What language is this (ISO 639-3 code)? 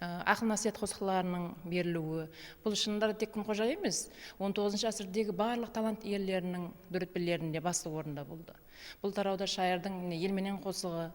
kaa